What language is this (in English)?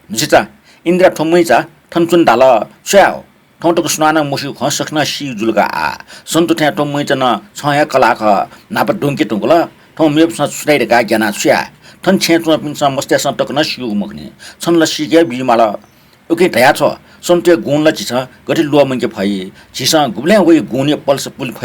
Newari